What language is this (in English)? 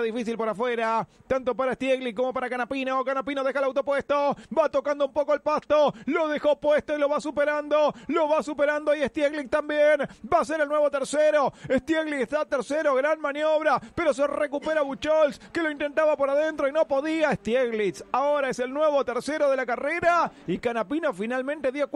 Spanish